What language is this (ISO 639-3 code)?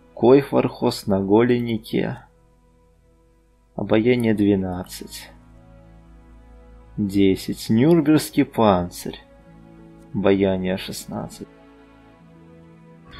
rus